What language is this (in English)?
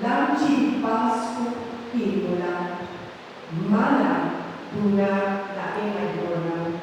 Papiamento